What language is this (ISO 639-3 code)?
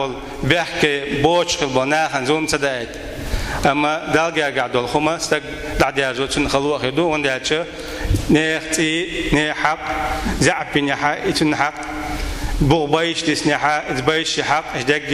che